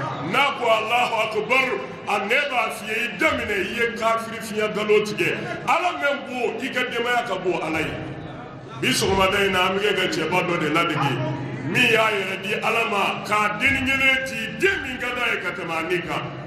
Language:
Bambara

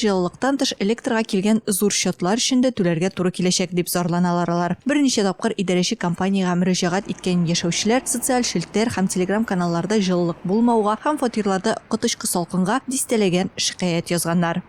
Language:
Tatar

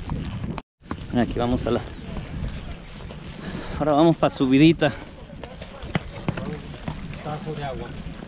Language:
Spanish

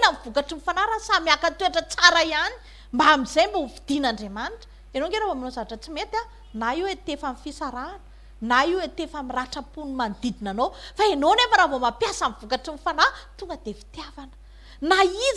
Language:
Malagasy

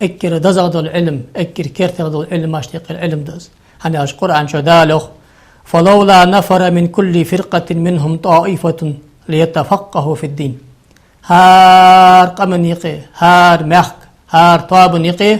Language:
Ingush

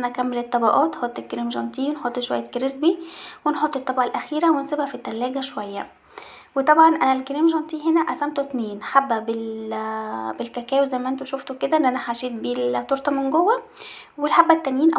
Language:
Egyptian Arabic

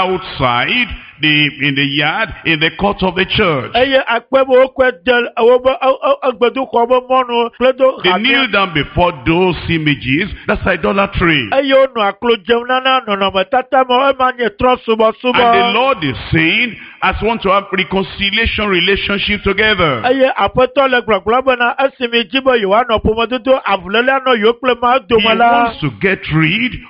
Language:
Ewe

